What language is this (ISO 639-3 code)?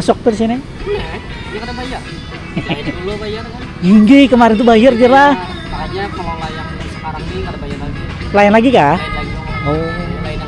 bjn